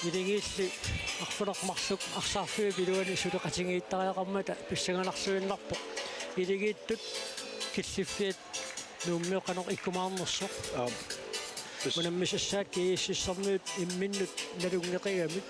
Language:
Kalaallisut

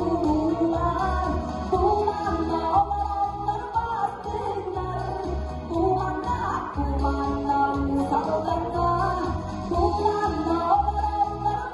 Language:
Yakut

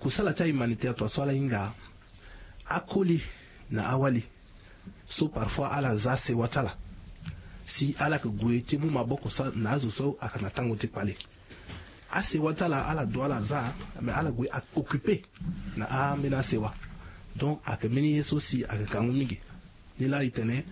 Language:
Sango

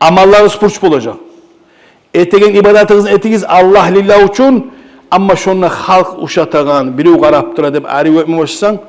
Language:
Kumyk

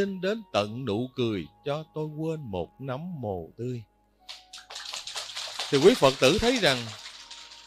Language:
Vietnamese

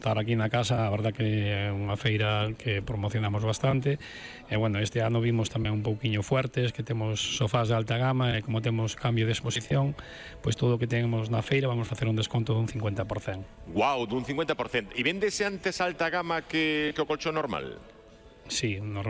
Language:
Galician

